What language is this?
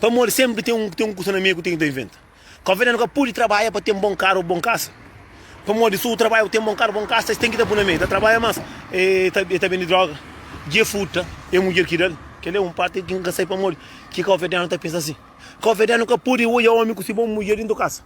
Kabuverdianu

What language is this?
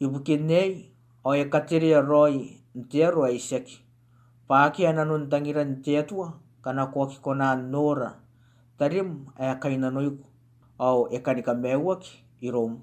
Gilbertese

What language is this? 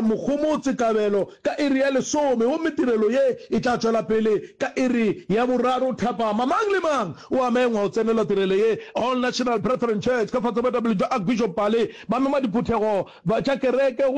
Northern Sotho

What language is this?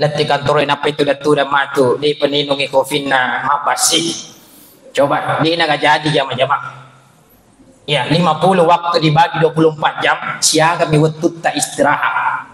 Buginese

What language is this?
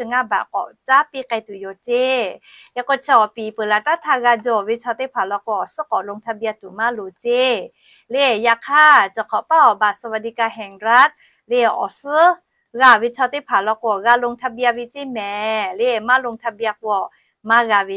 Lahu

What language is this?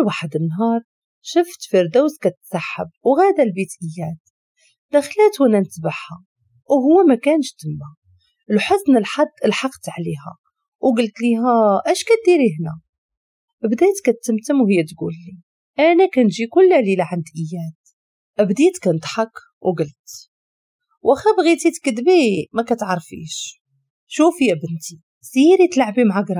Moroccan Arabic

